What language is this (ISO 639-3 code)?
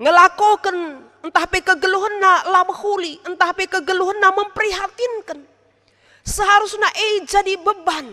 btx